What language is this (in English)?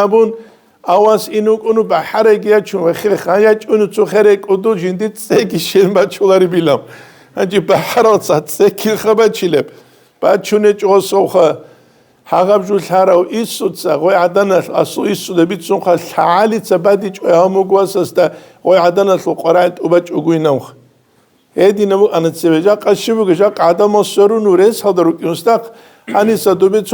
Avaric